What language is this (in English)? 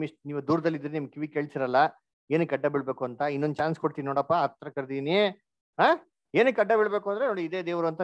Kannada